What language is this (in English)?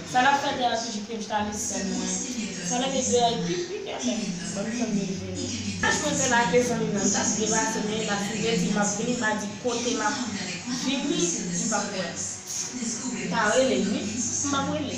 Haitian Creole